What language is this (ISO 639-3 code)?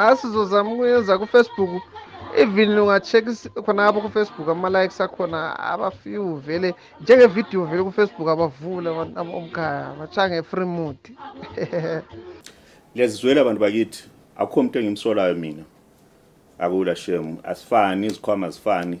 zul